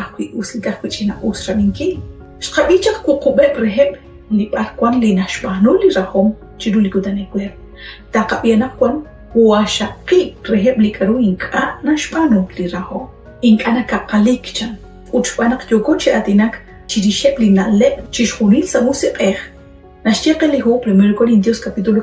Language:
Kekchí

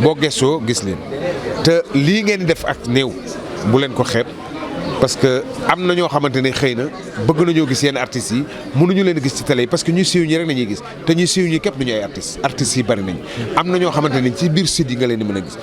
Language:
Wolof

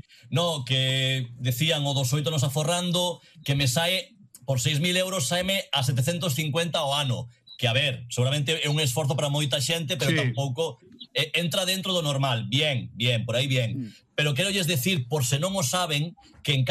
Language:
Galician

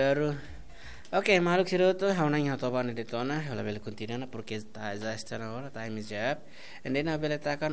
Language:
Tetum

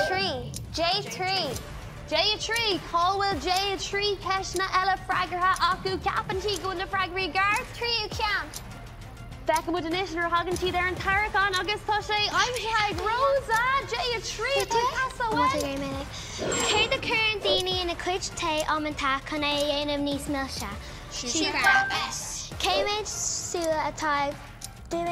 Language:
Irish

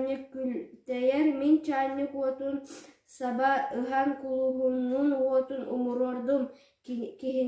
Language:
Yakut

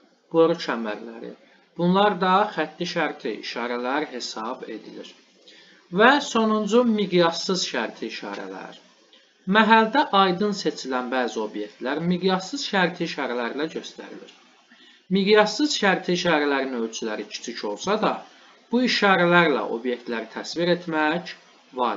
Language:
Azerbaijani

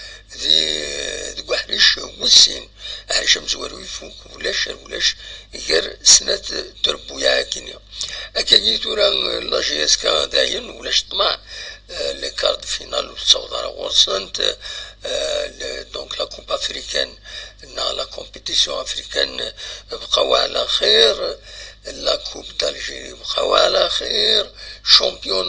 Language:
Kabyle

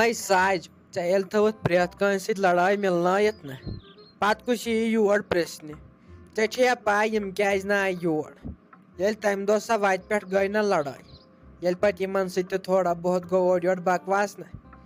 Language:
Kashmiri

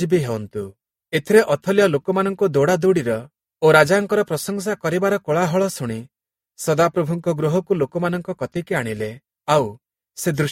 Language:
Odia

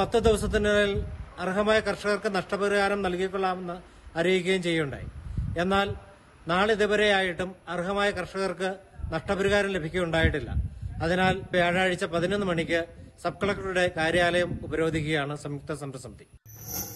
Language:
Malayalam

